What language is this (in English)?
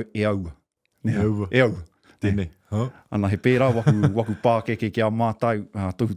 Māori